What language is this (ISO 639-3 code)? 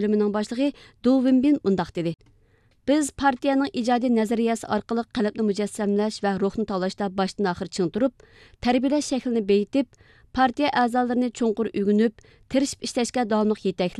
uig